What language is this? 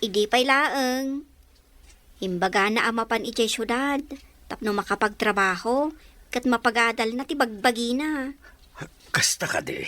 Iloko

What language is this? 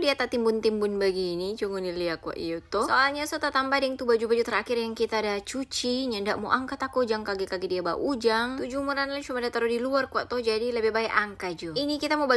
Manado Malay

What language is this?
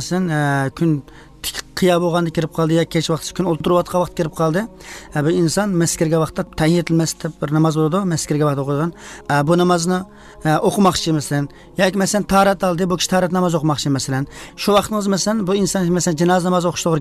Uzbek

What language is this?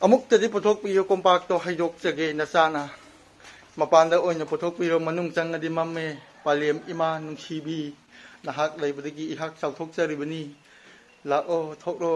Manipuri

